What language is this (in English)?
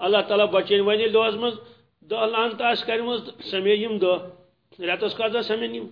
Kashmiri